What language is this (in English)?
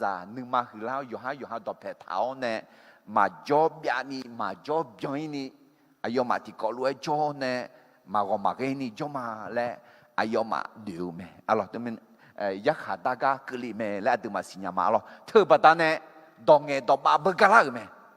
Akha